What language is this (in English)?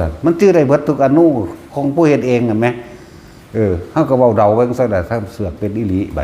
Northeastern Thai